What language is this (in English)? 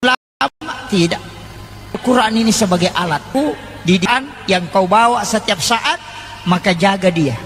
Buginese